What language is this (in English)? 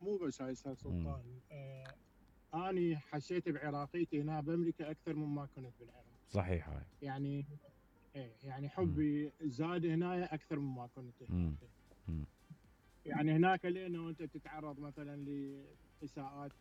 Mesopotamian Arabic